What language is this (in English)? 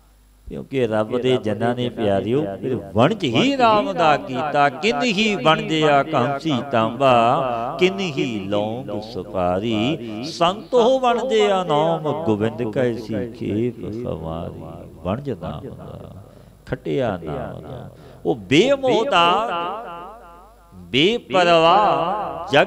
Punjabi